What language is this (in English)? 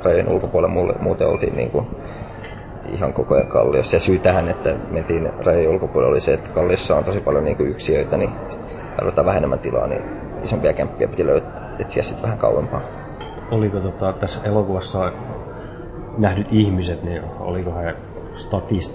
Finnish